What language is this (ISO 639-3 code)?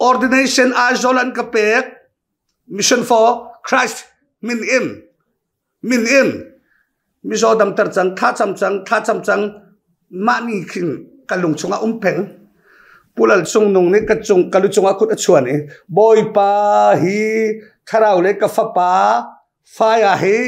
cnh